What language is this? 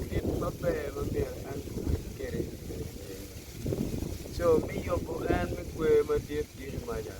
Acoli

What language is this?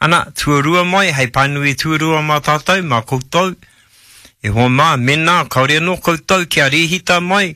Māori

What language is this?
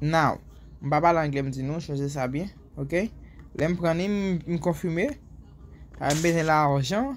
Haitian Creole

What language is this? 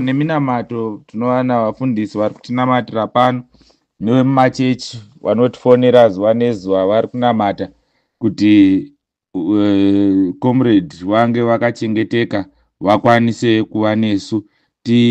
Shona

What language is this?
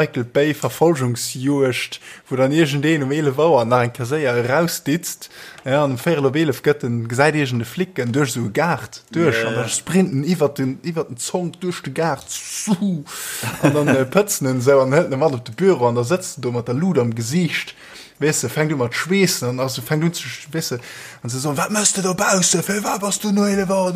Luxembourgish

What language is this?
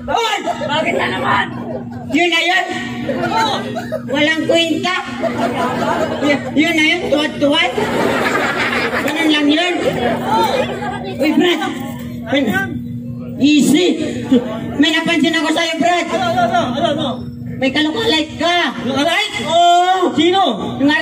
Filipino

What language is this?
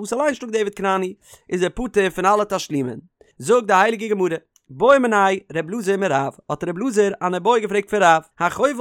Yiddish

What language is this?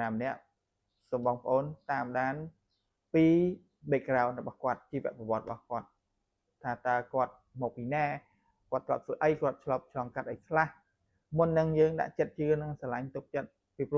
Khmer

